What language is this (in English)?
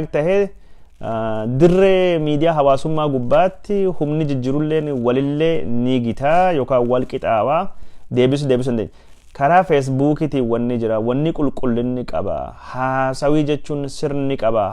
Oromo